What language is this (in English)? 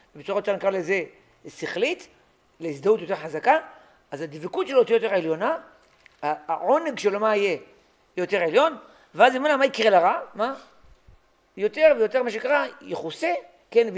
Hebrew